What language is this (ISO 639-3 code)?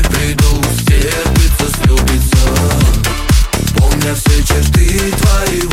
rus